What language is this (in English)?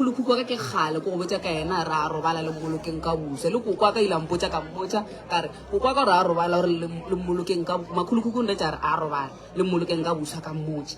Northern Sotho